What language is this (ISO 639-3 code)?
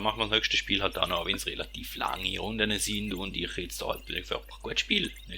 gsw